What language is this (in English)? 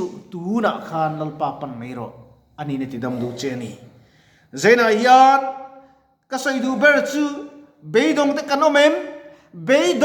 Mizo